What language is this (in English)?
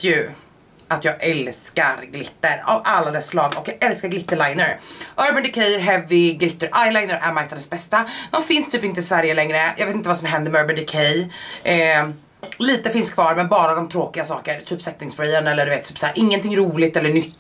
Swedish